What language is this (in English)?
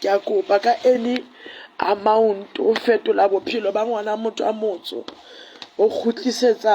Southern Sotho